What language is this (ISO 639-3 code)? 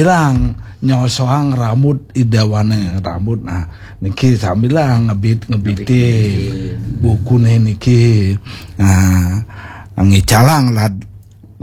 ban